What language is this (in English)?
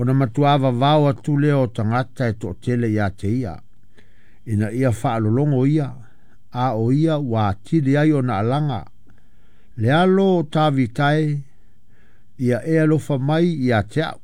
Samoan